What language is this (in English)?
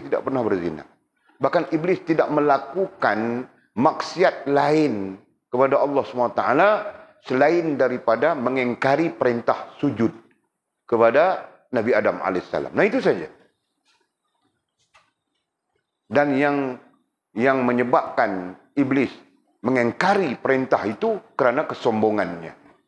Malay